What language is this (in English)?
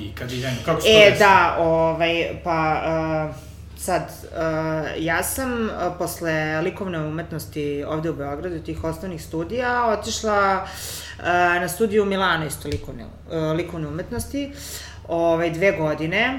Serbian